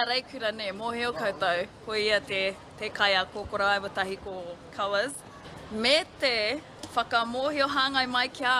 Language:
Māori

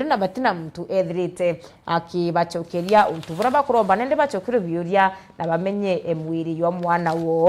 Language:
Meru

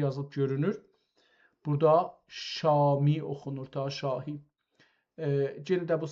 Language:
South Azerbaijani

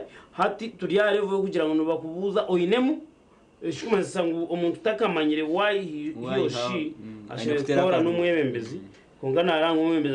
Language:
Nyankole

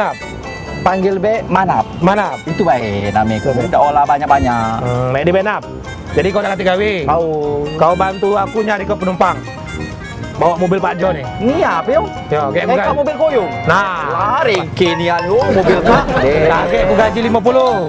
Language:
Musi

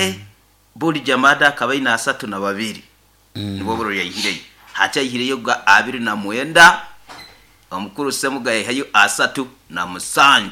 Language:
Nyoro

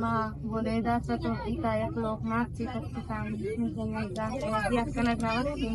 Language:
Eastern Balochi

